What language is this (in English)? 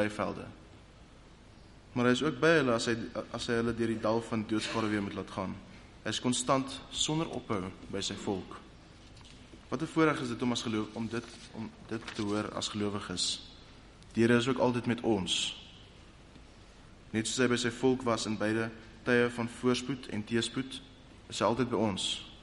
Afrikaans